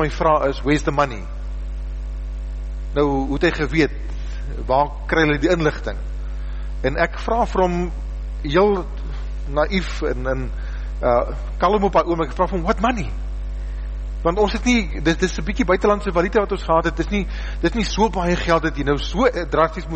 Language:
Afrikaans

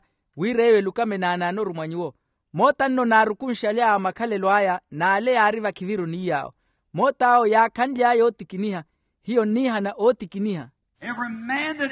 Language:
Makhuwa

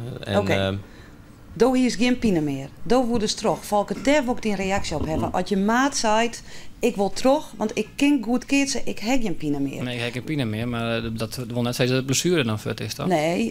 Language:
Western Frisian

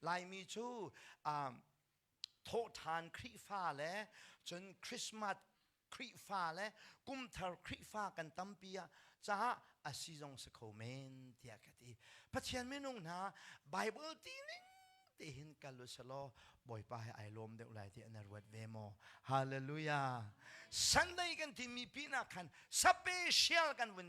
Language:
Hakha Chin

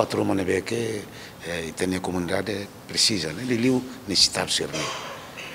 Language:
Tetum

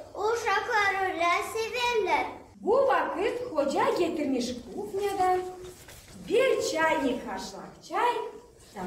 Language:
Gagauz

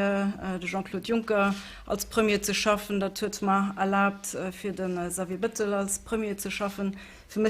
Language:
Luxembourgish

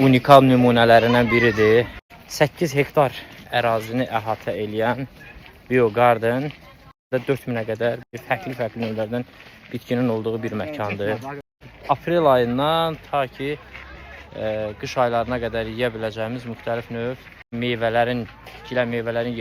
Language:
Azerbaijani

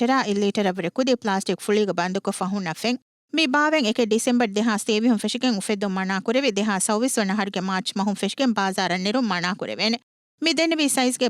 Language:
Divehi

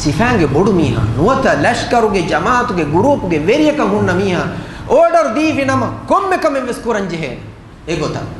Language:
Divehi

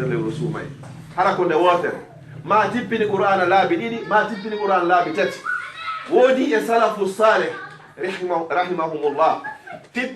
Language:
Fula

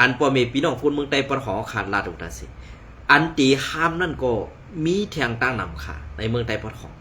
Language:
Shan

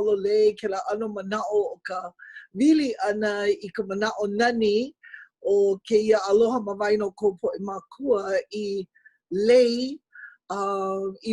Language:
Hawaiian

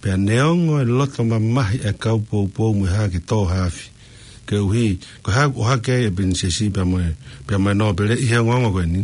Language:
Tongan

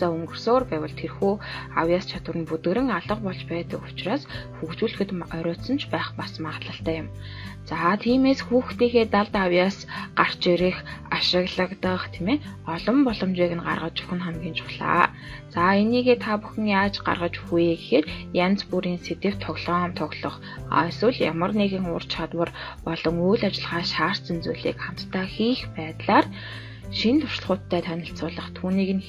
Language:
Mongolian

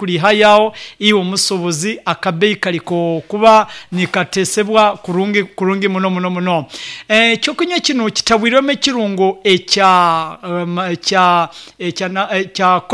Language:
Nyoro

